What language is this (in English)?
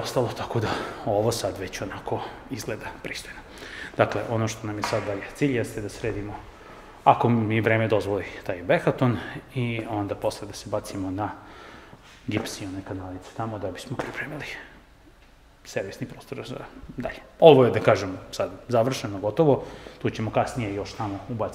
Serbian